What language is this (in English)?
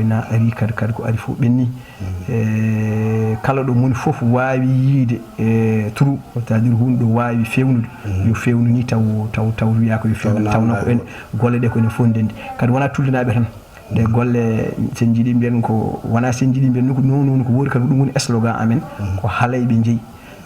Fula